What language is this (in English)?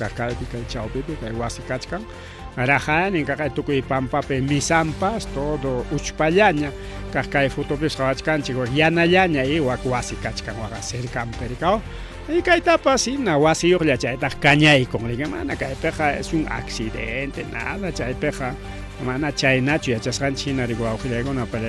Ayacucho Quechua